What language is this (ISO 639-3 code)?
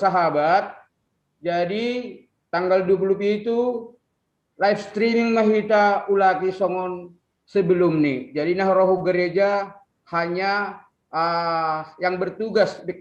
bts